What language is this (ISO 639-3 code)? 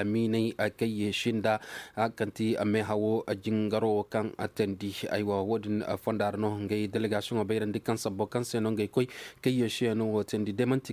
ses